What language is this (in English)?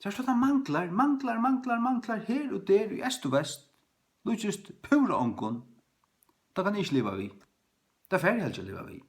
Faroese